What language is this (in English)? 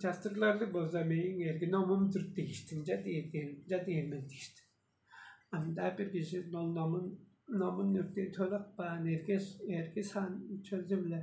Tuvinian